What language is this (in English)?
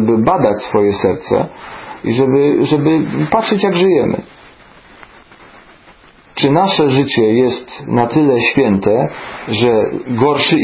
Polish